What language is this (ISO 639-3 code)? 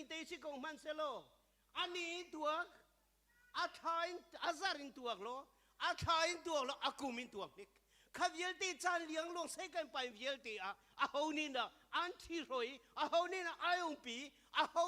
cnh